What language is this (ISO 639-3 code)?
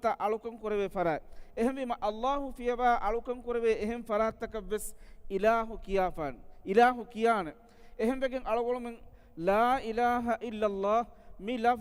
div